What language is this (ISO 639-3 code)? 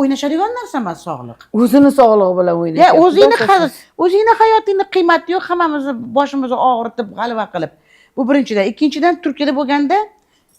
uzb